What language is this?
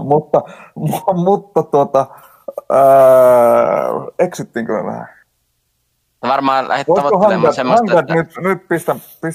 Finnish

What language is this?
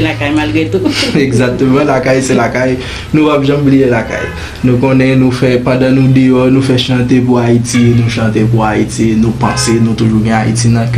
Haitian Creole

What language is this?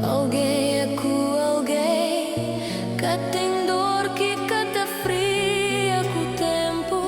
Kabuverdianu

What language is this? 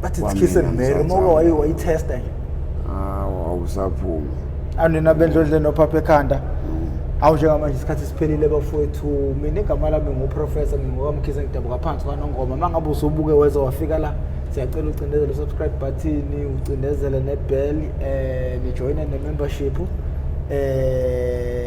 Zulu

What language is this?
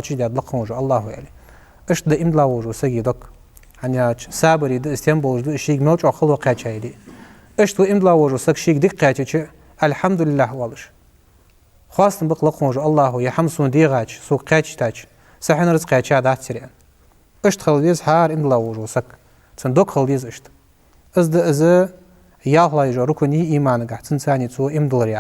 Ingush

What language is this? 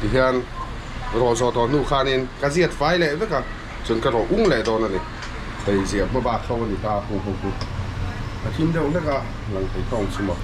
Mizo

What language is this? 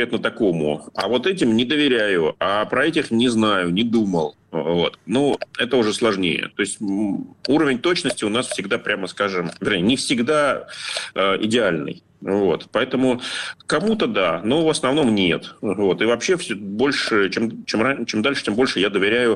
Russian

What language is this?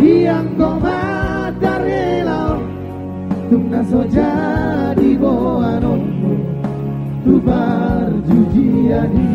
Batak Toba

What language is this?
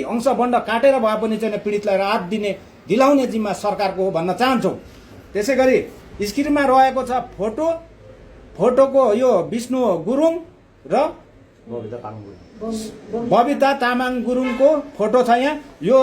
Nepali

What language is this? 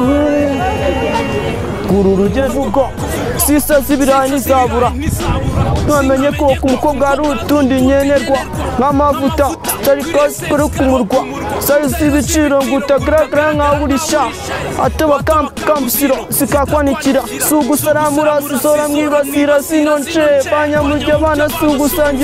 Kinyarwanda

